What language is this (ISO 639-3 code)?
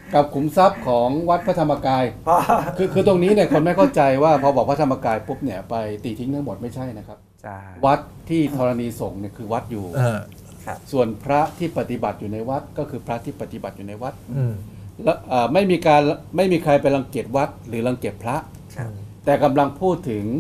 tha